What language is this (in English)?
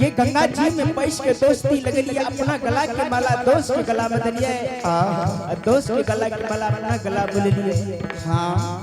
Angika